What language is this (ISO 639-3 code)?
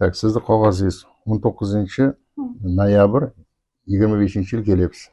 uzb